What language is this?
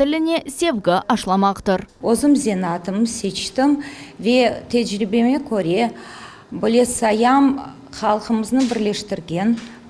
Crimean Tatar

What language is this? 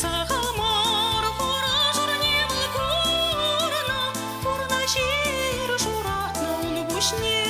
Chuvash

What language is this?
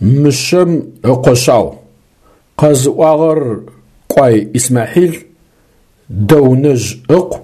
Adyghe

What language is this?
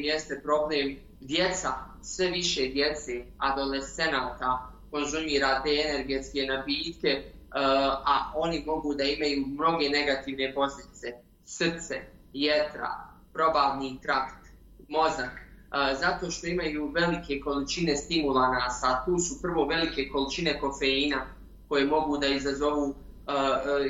Bosnian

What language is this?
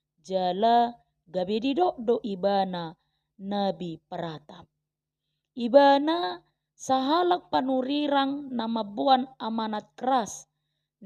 Batak Toba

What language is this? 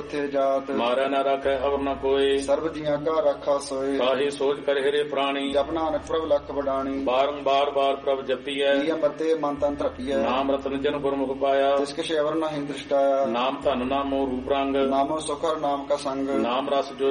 Punjabi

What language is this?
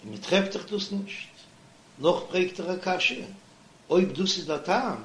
Yiddish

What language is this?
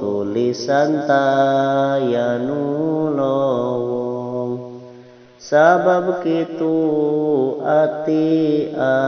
Sundanese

